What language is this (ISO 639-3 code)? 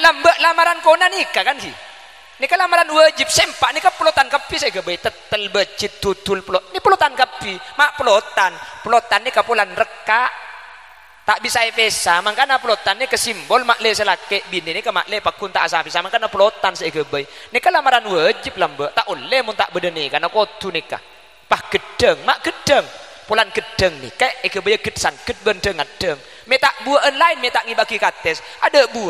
mad